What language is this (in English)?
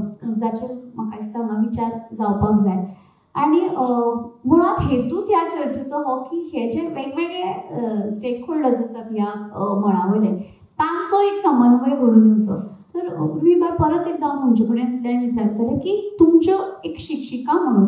Konkani